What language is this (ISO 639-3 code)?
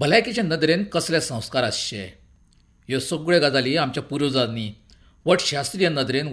kok